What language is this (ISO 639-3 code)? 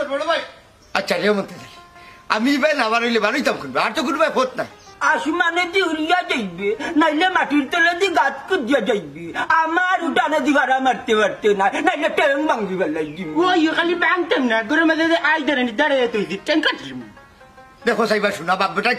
syl